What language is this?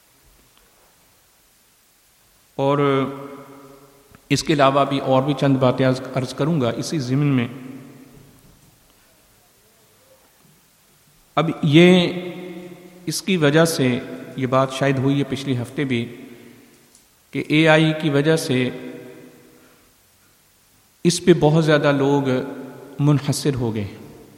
Urdu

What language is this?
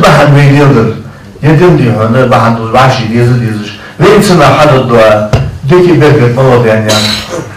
Ingush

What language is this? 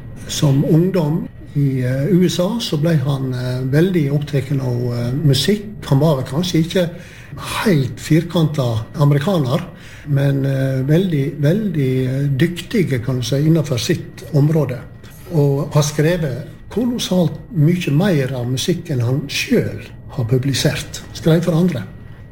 Norwegian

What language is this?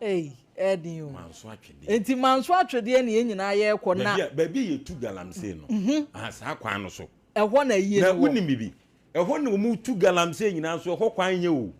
Akan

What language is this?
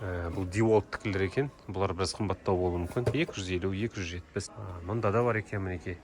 Kazakh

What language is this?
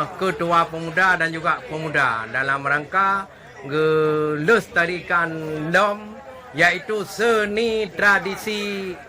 Achinese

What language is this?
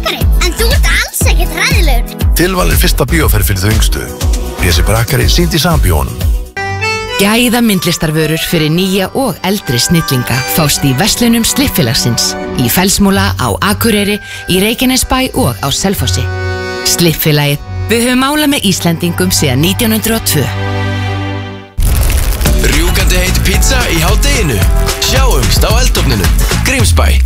Icelandic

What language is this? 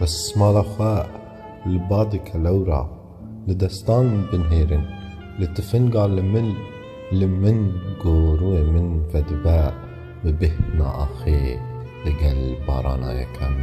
Kurdish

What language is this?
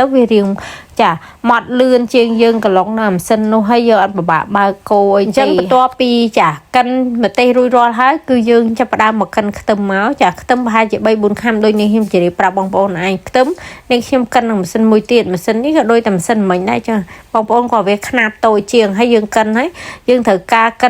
Khmer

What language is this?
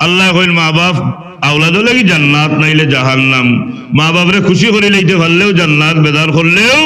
Sylheti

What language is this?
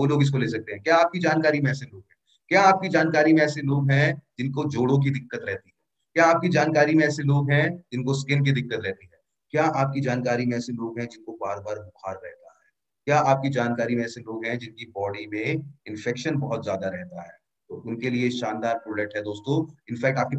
Hindi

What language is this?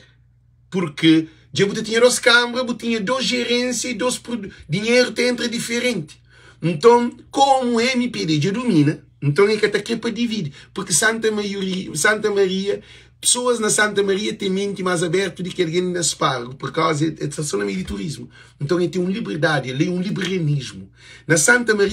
Kabuverdianu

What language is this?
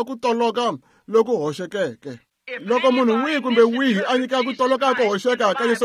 Tsonga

